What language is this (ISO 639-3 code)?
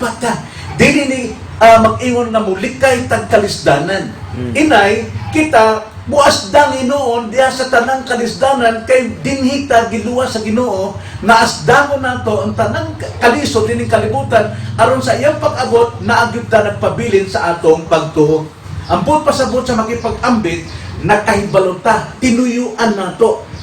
ceb